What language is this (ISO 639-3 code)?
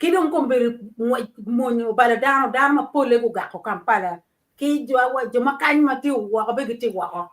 ach